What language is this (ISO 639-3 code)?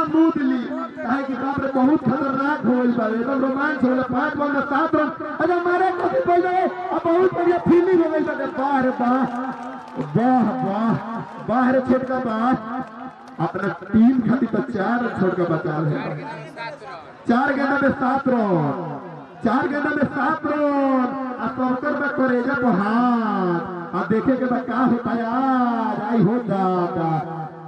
bho